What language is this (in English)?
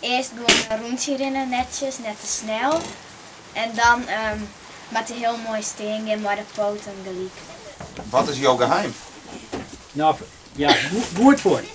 Western Frisian